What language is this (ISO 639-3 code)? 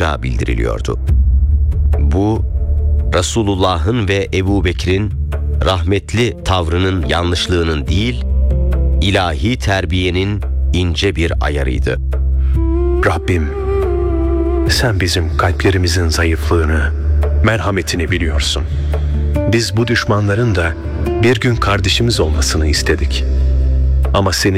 tur